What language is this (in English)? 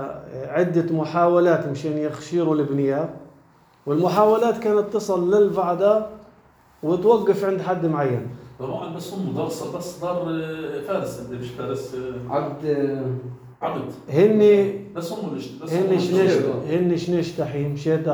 North Levantine Arabic